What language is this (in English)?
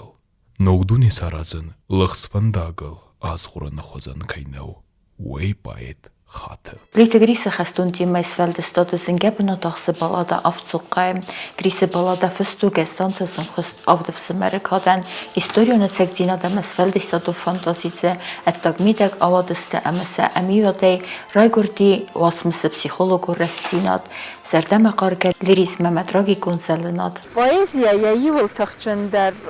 Ossetic